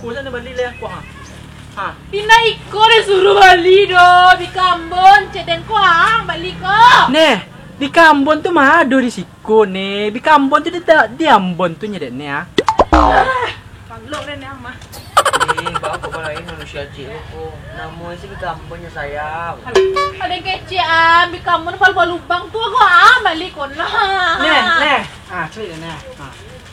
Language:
Minangkabau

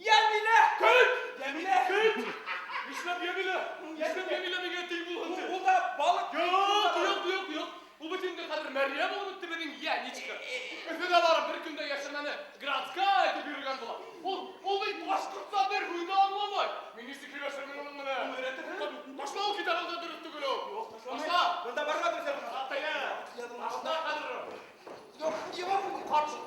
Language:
Bashkir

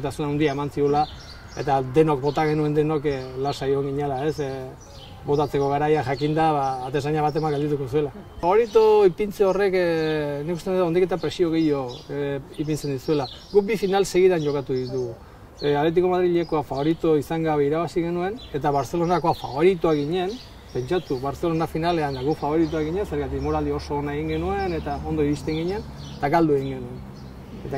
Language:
Basque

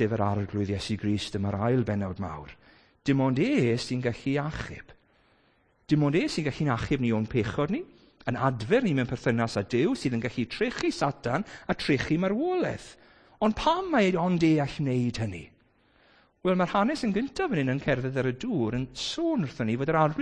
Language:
Welsh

